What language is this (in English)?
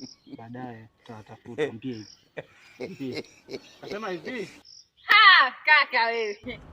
Swahili